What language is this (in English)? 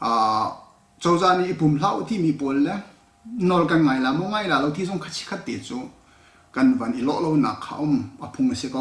Hakha Chin